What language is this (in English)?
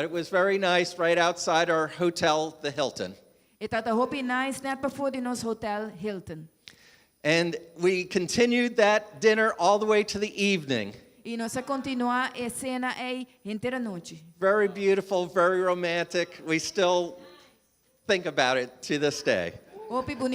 Papiamento